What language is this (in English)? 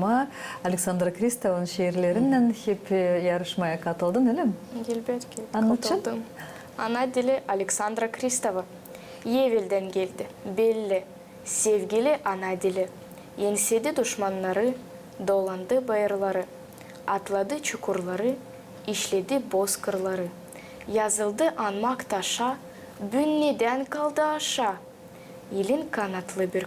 Gagauz